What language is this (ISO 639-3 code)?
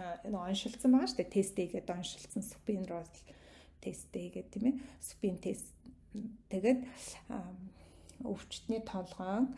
mon